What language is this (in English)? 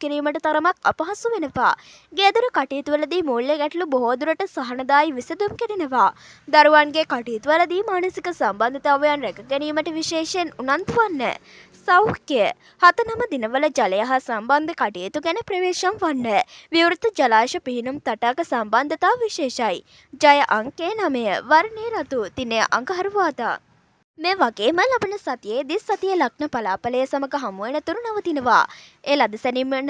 Sinhala